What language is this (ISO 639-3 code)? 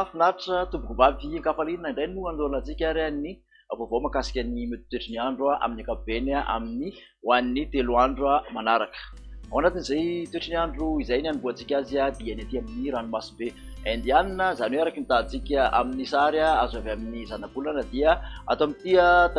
mlg